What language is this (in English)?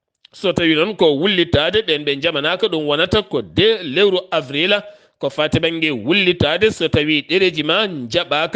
Fula